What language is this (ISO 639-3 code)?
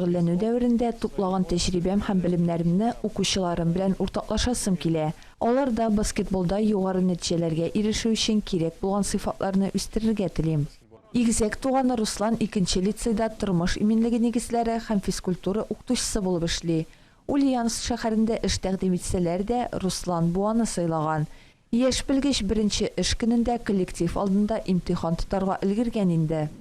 tat